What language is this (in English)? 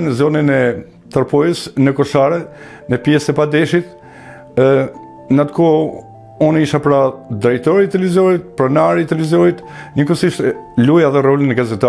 Albanian